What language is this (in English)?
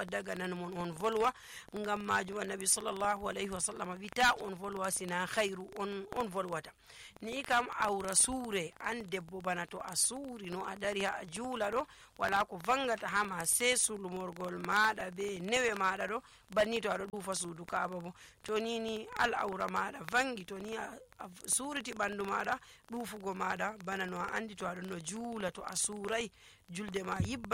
Nigerian Fulfulde